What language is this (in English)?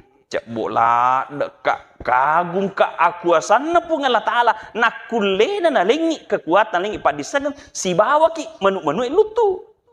Buginese